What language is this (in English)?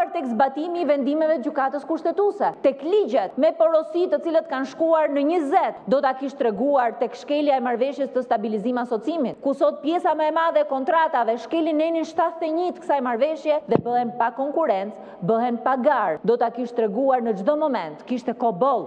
Albanian